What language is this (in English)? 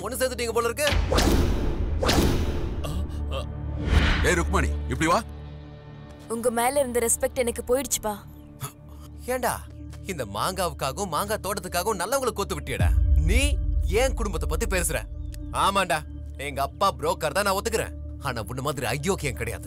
Tamil